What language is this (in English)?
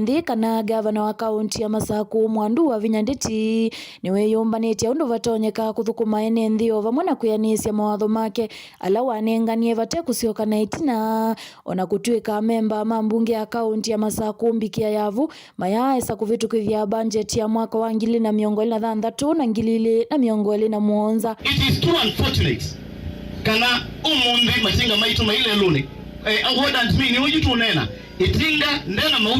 Kamba